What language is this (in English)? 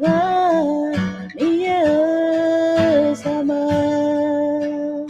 Akha